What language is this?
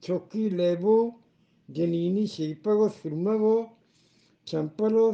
Eastern Balochi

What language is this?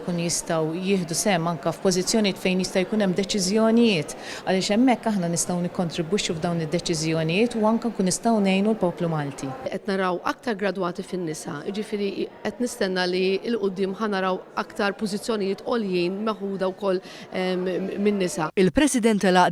Maltese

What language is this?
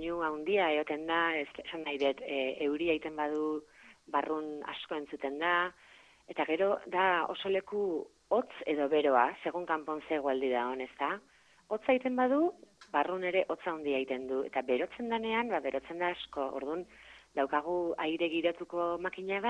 Basque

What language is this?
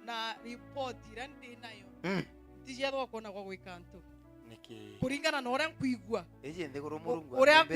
Meru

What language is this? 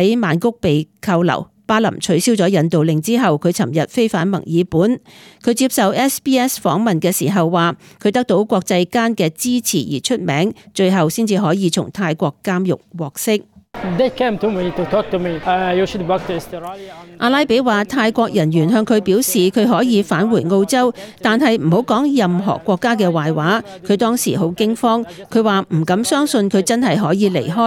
Cantonese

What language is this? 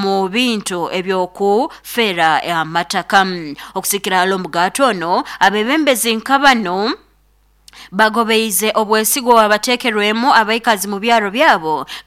Nyoro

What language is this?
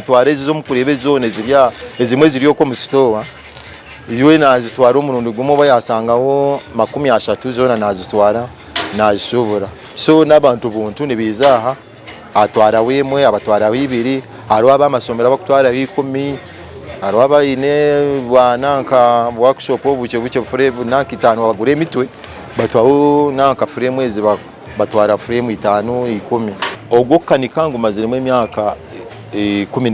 Nyankole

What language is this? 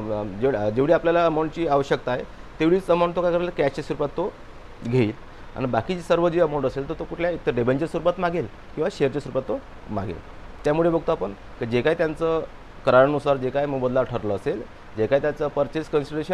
Marathi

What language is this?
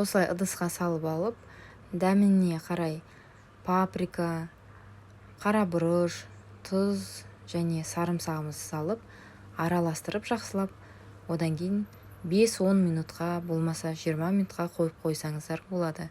Kazakh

